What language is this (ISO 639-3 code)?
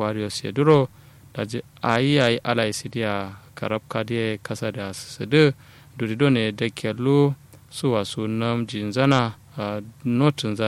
kau